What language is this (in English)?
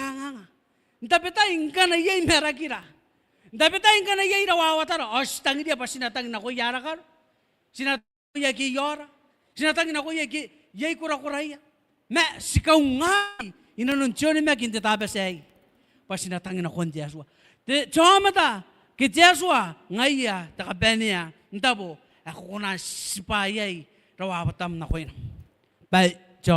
Gilbertese